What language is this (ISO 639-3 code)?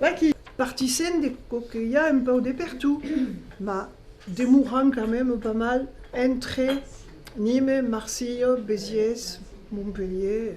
oci